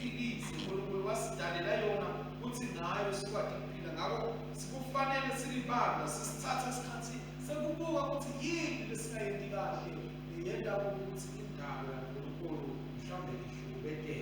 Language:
Swati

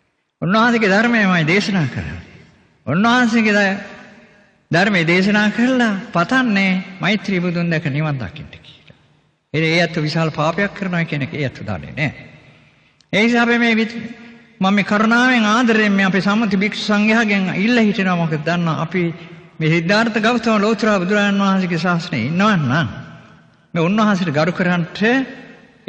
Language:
Sinhala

